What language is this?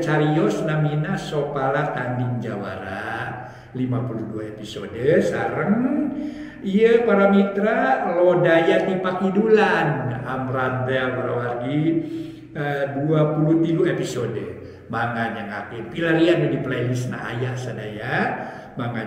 Sundanese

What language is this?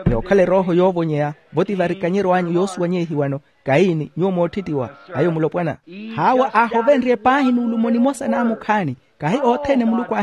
Makhuwa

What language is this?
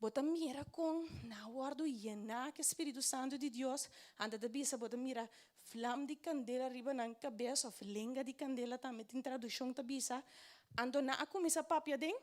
Papiamento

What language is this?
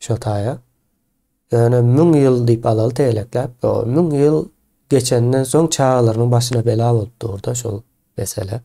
Turkmen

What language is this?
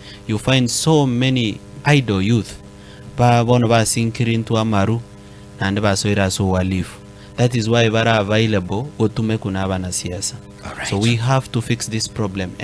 Gusii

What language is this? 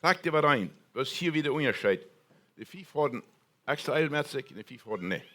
Plautdietsch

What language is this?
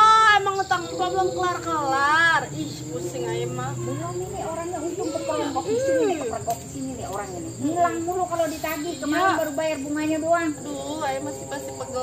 Betawi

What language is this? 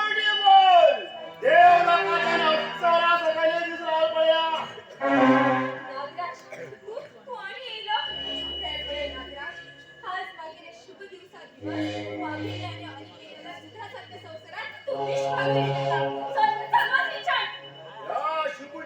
Konkani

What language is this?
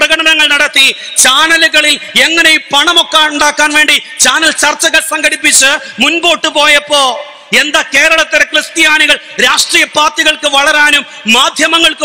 Malayalam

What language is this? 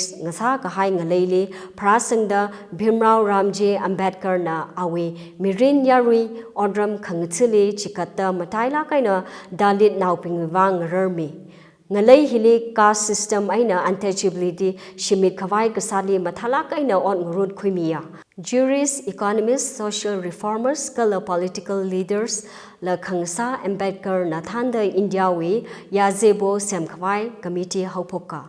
Tangkhul Naga (India)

